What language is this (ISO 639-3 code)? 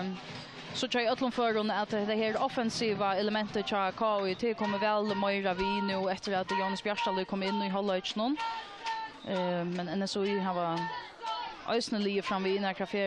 fao